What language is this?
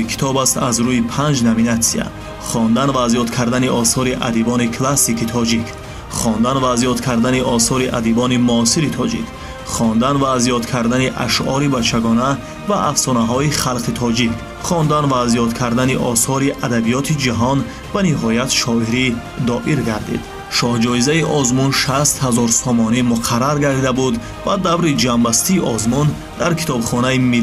Tajik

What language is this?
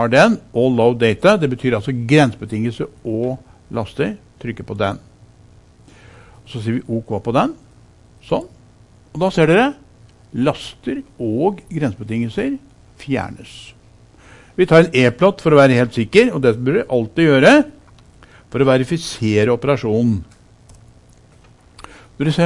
Norwegian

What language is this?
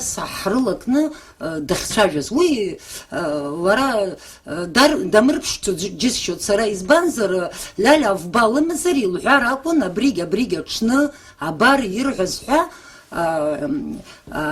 Abkhazian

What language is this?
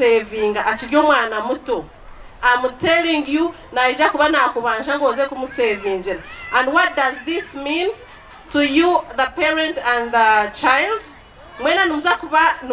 Nyankole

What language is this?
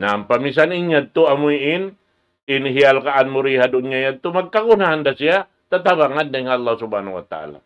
Tausug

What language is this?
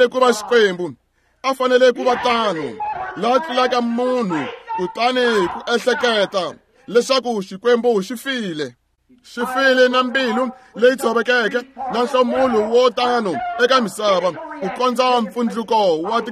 Tsonga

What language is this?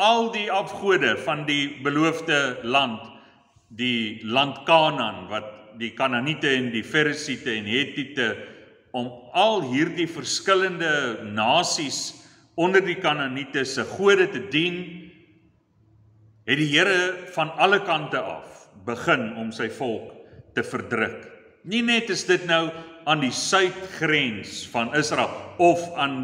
Afrikaans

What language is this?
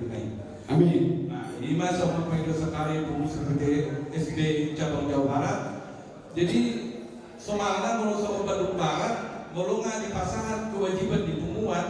Batak Toba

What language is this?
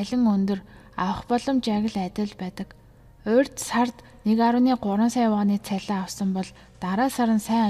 Mongolian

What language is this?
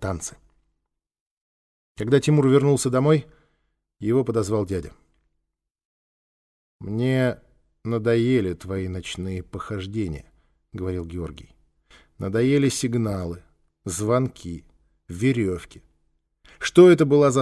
Russian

